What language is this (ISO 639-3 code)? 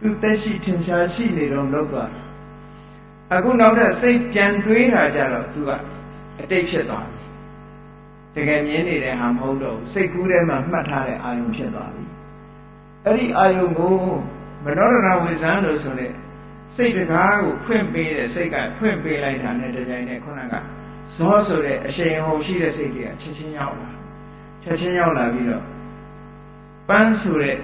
mya